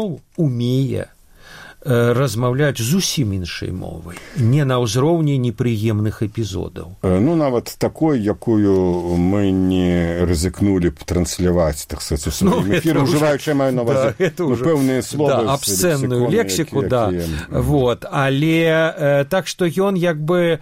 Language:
Belarusian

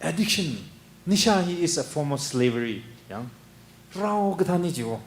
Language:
Tangkhul Naga (India)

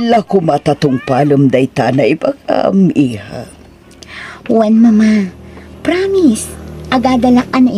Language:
Iloko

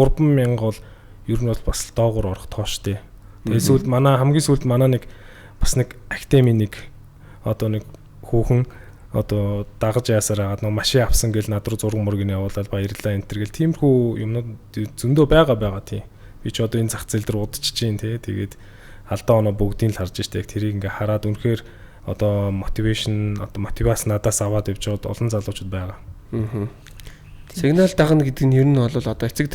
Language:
Mongolian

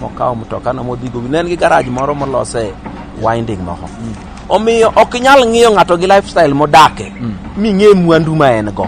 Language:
Luo (Kenya and Tanzania)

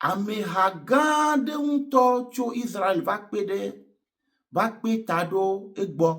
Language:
Ewe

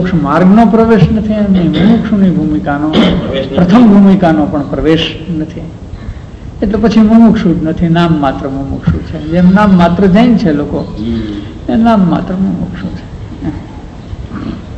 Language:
Gujarati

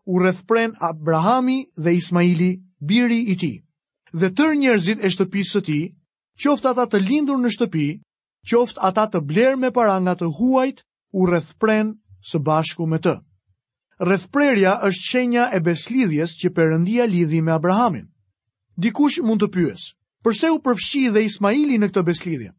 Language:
Albanian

